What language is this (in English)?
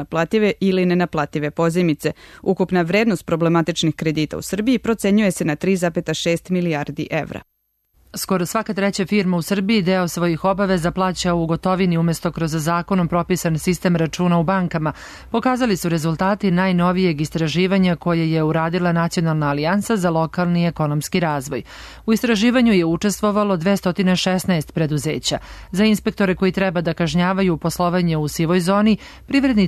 Serbian